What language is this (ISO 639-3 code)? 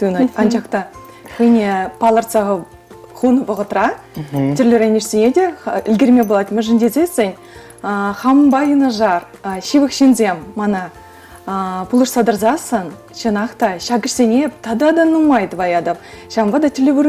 chv